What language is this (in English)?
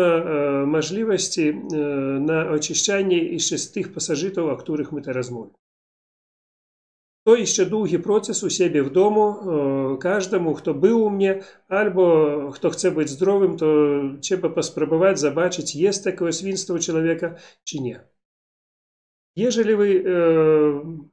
Polish